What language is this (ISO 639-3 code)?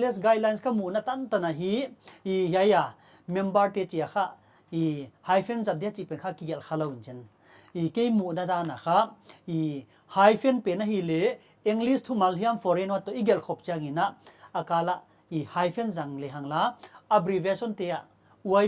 pck